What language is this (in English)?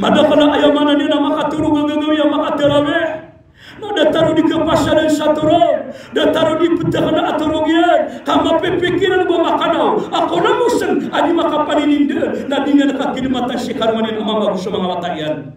Maranao